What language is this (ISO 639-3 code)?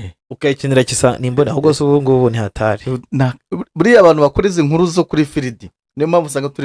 kin